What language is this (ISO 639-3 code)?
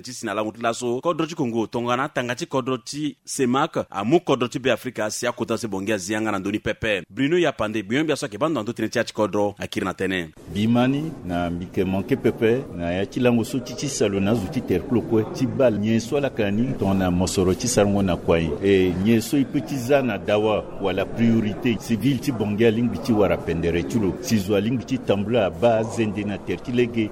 sag